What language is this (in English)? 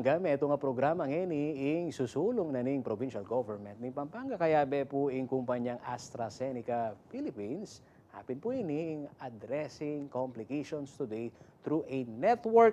Pampanga